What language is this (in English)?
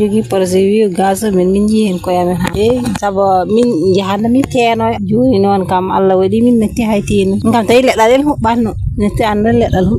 Fula